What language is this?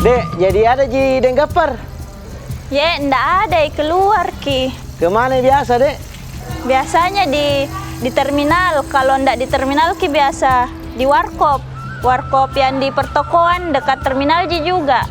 Makassar Malay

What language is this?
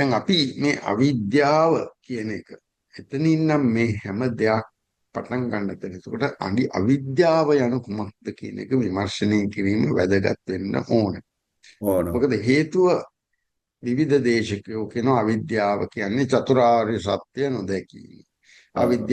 Sinhala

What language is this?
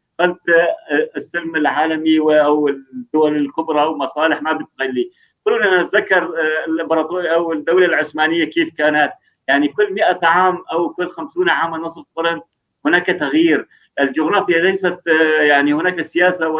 North Levantine Arabic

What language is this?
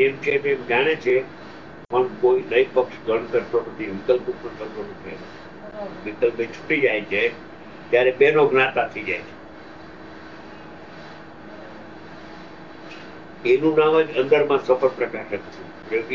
Gujarati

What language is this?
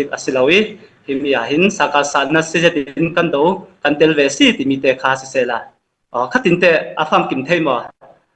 Falam Chin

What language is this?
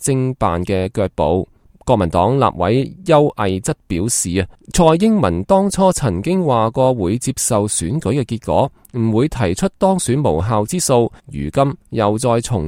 Cantonese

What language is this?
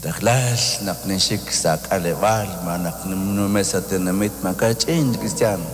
Kekchí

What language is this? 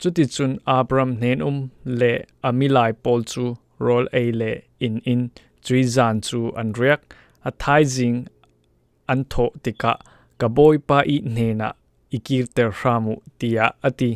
Falam Chin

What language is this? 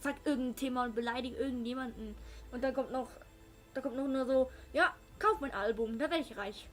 Swiss German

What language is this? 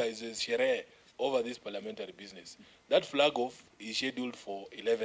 Kamba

